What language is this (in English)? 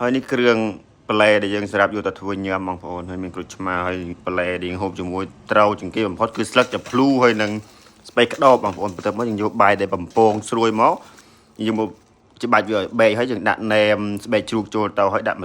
Khmer